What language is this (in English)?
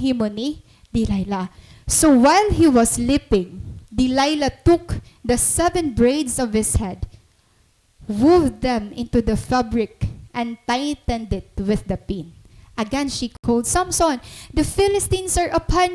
Waray